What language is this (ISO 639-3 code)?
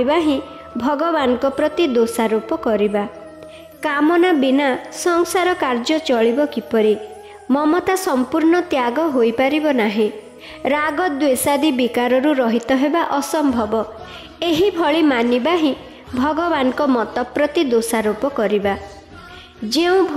ori